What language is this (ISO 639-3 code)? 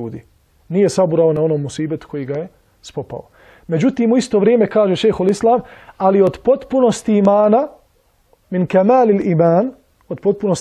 bos